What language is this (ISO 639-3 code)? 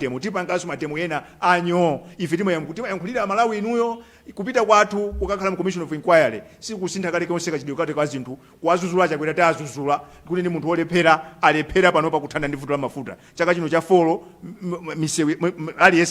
nya